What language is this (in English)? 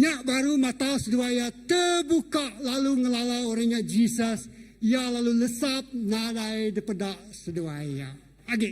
Iban